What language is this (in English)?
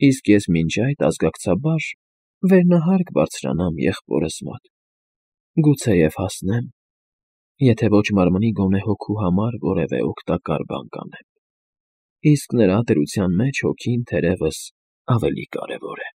Armenian